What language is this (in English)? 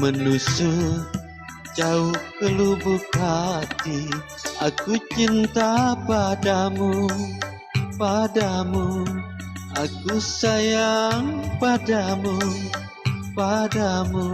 Banjar